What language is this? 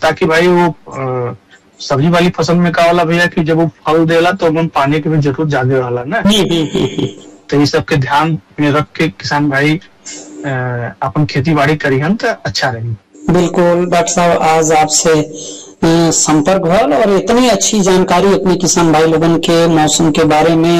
Bhojpuri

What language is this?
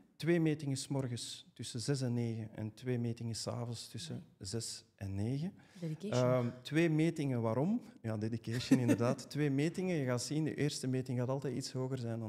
Dutch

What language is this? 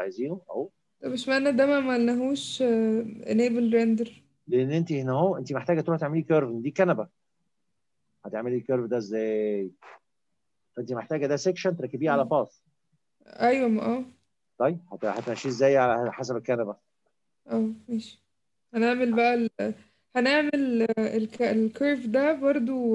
Egyptian Arabic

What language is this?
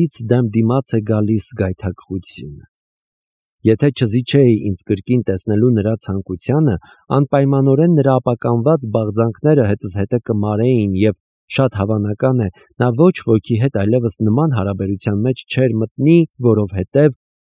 Armenian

